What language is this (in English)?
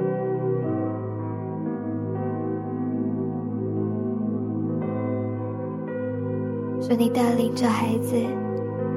Chinese